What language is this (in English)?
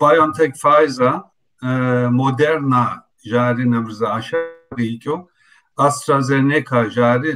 Kabardian